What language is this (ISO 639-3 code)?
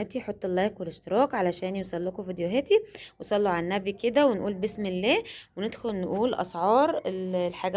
arz